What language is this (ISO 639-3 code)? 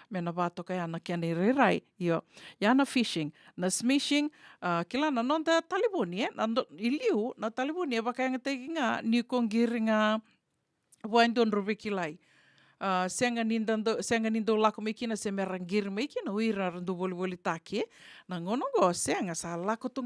fij